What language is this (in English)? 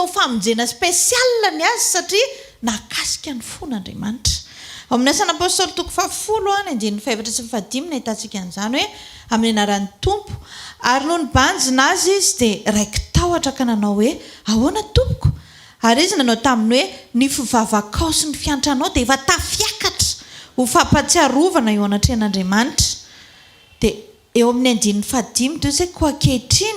Malagasy